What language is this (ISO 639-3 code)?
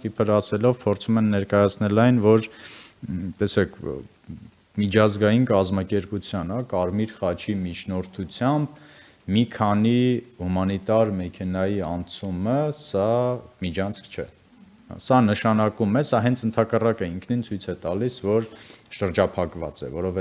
hye